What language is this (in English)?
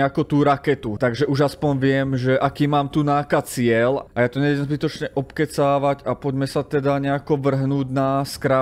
Slovak